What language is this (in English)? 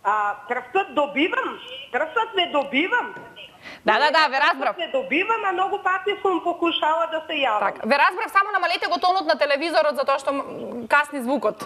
Macedonian